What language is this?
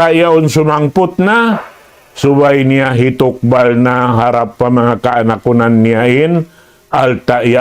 Tausug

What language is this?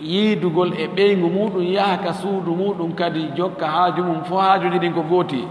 Fula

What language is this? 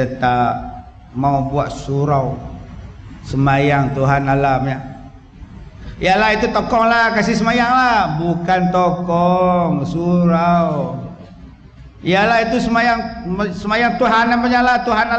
Malay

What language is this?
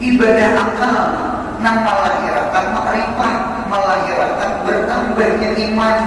Banjar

